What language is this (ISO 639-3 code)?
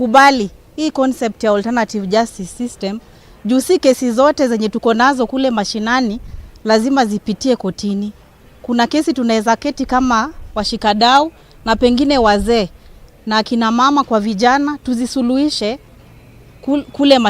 mer